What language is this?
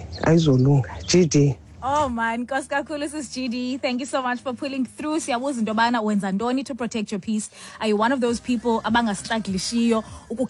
Xhosa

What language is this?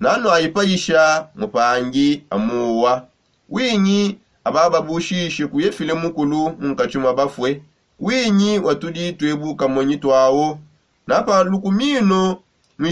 Songe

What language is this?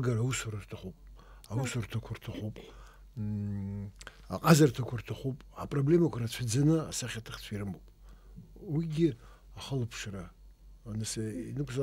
Abkhazian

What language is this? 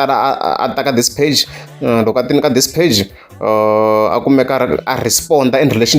Tsonga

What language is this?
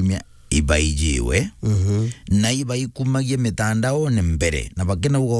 Meru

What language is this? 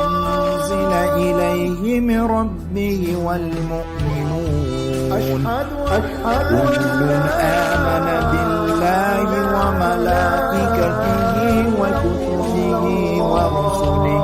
Kurdish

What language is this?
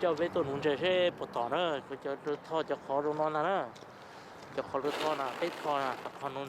Hmong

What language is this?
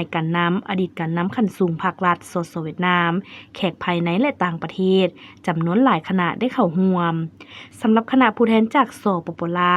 Lao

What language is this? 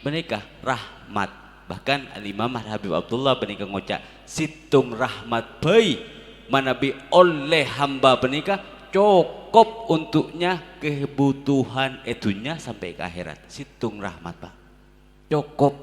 Madurese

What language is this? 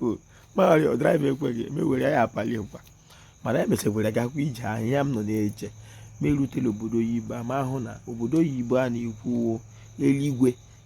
Igbo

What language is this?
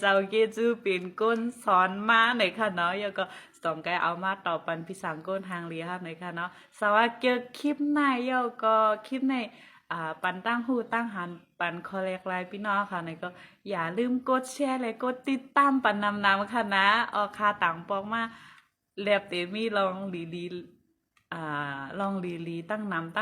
Shan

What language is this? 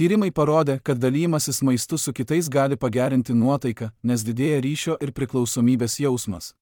Lithuanian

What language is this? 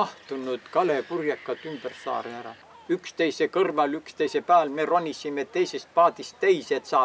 Estonian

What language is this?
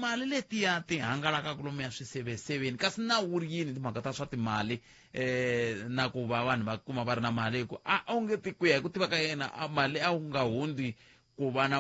Tsonga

